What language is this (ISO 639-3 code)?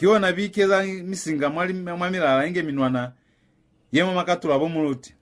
loz